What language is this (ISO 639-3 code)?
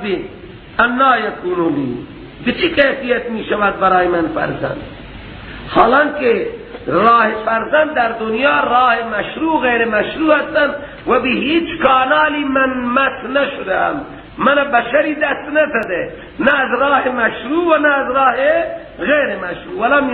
fas